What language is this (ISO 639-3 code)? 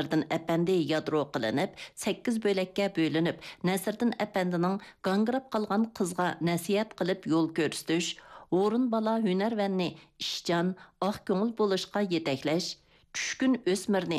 uig